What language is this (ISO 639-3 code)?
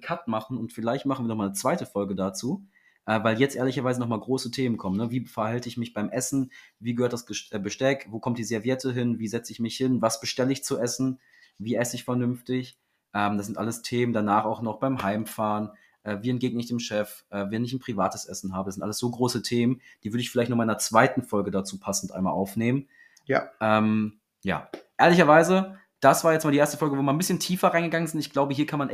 deu